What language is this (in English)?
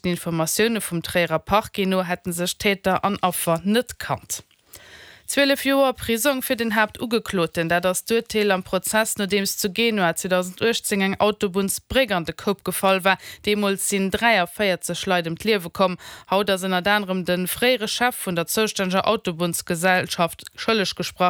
Luxembourgish